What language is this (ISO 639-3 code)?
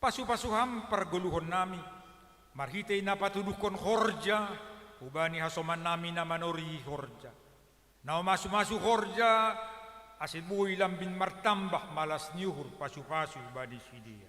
bts